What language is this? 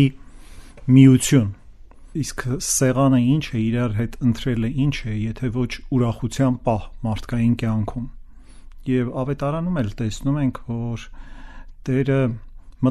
Armenian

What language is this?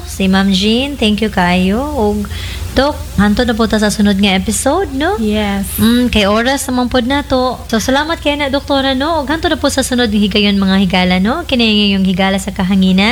Cebuano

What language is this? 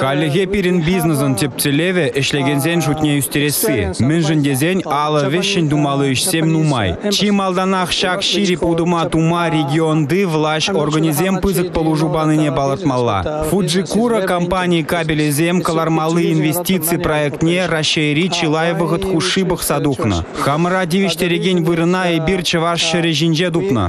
Chuvash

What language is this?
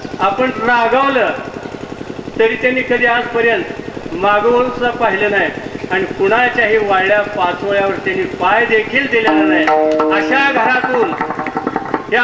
Marathi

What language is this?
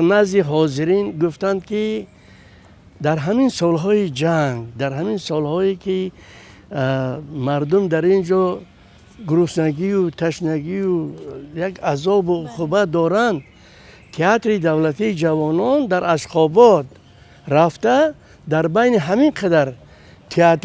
Tajik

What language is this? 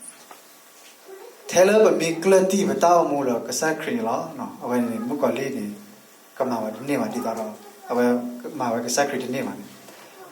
S'gaw Karen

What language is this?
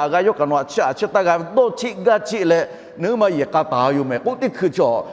Lahu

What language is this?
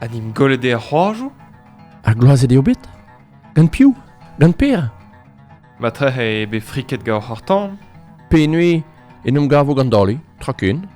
Breton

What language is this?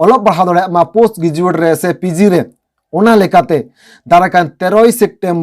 Santali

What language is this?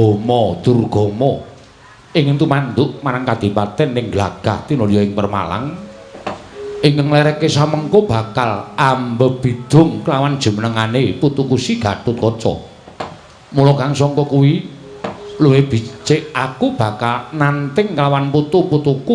Javanese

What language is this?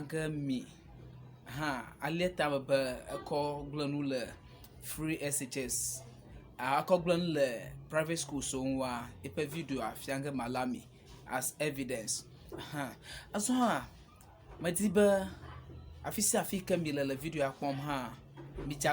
Ewe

